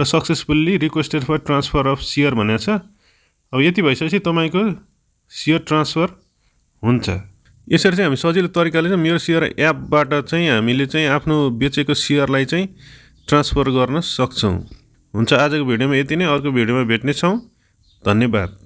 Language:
Nepali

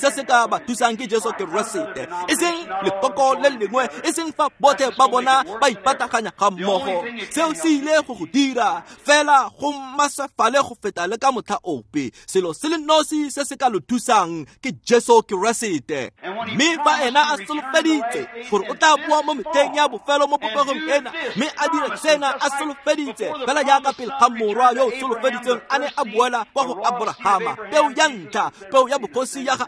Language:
Tswana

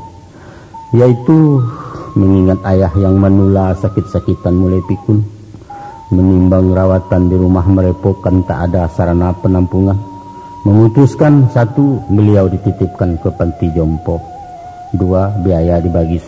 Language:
Minangkabau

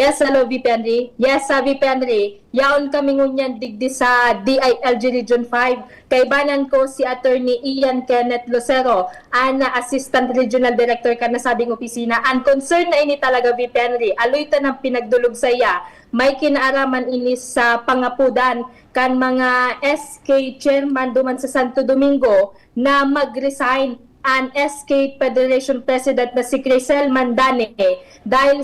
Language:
Bikol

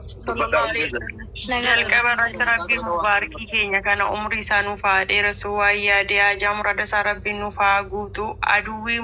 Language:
Oromo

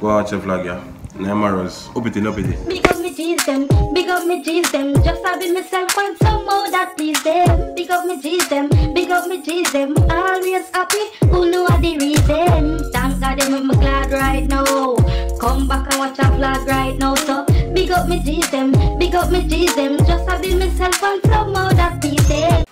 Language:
Jamaican Creole English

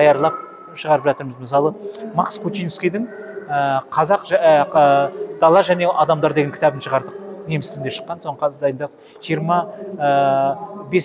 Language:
Kazakh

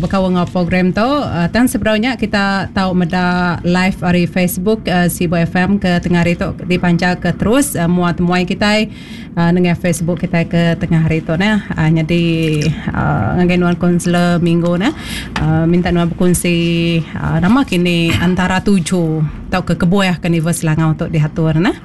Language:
Iban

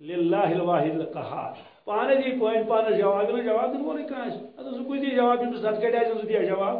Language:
Kashmiri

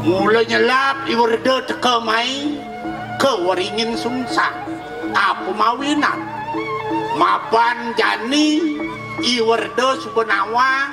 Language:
Balinese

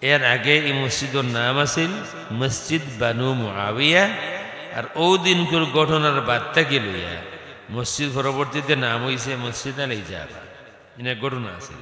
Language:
Sylheti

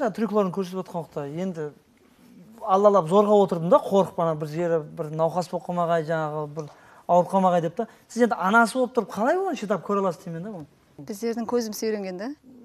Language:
Kara-Kalpak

